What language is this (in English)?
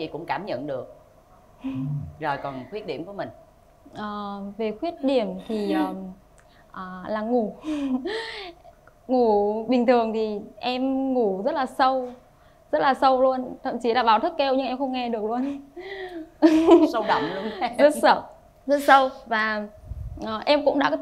Vietnamese